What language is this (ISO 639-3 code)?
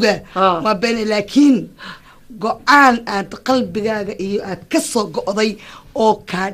som